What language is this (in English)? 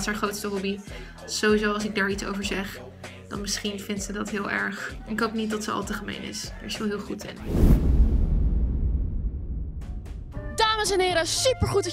Dutch